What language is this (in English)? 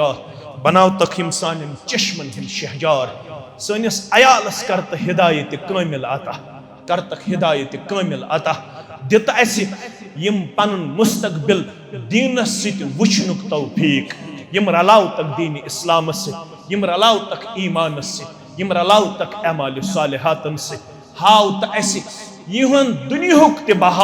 Kashmiri